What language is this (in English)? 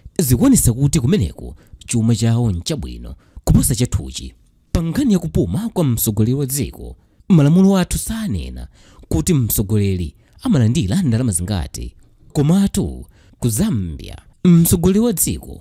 Nyanja